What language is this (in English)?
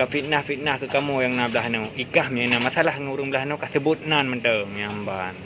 Achinese